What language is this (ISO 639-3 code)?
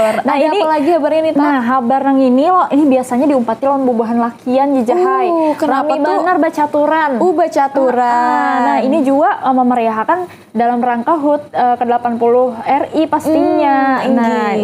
bjn